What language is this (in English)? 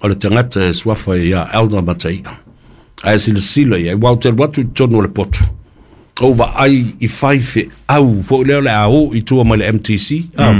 Samoan